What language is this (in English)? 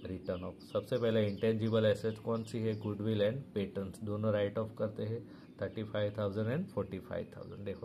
Hindi